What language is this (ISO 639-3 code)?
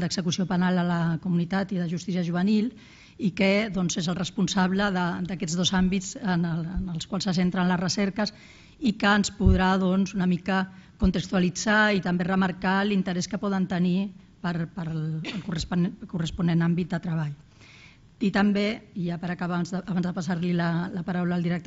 cat